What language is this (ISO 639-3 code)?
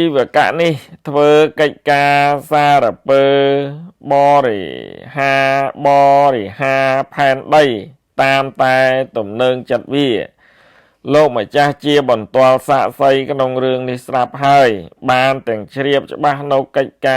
khm